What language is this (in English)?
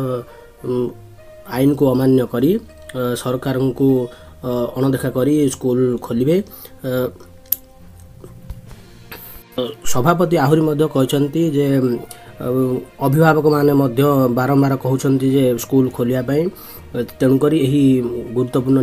Odia